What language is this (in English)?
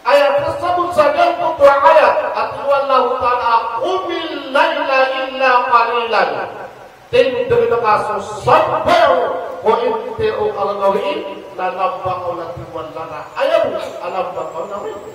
Maranao